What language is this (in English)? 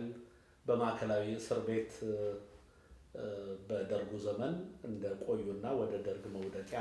Amharic